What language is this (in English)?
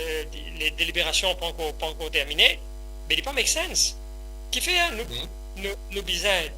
Morisyen